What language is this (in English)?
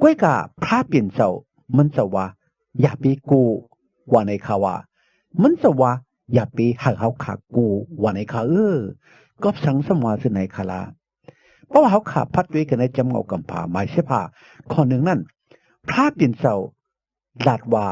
Shan